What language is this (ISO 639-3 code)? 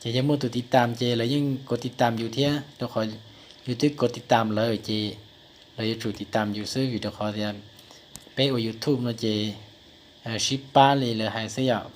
hmn